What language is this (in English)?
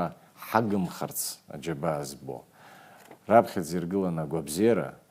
Abkhazian